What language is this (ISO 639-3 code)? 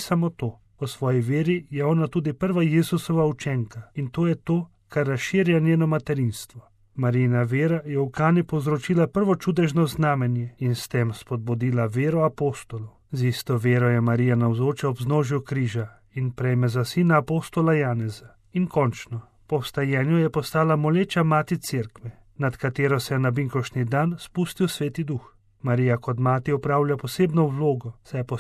slv